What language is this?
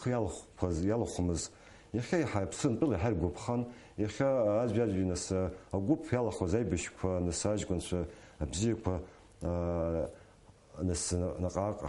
Abkhazian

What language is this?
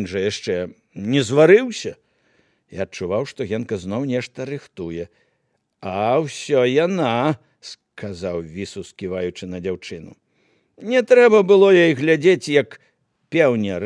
Belarusian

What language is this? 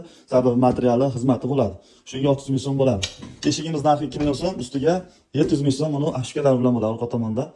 Uzbek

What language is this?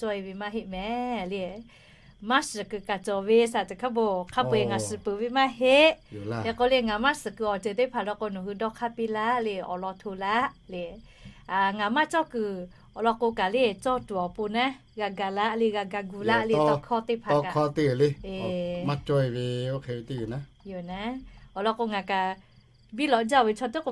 Lahu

